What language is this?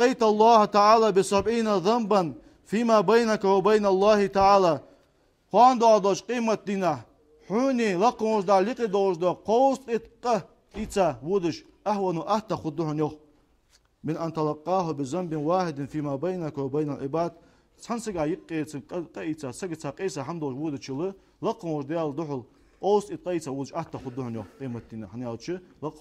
Ingush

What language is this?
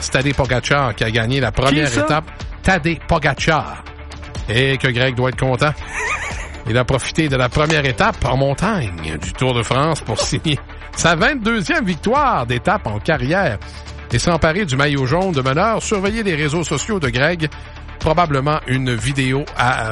French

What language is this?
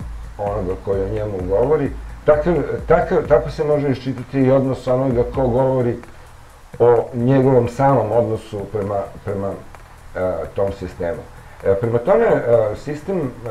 Serbian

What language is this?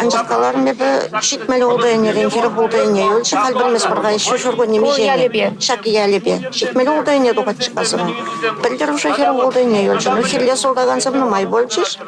Chuvash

